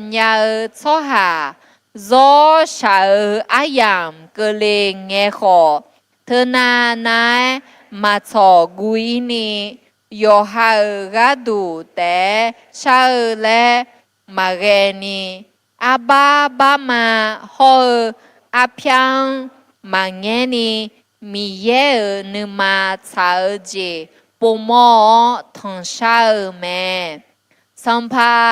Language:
Akha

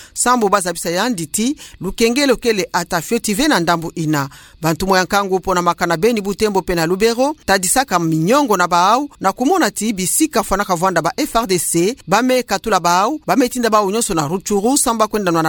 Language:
Kituba (Democratic Republic of Congo)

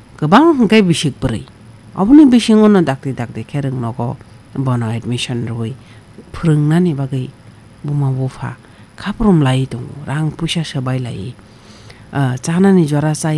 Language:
Kok Borok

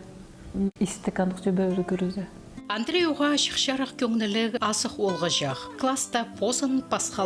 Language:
Khakas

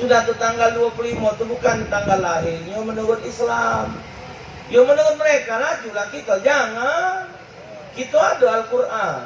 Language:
Musi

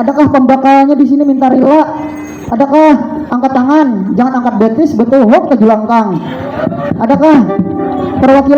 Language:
Banjar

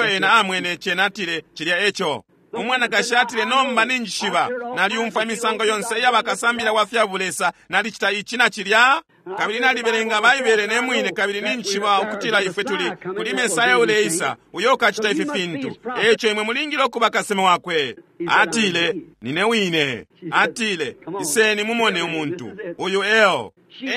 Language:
Bemba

